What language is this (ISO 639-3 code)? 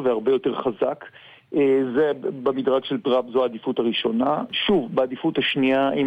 heb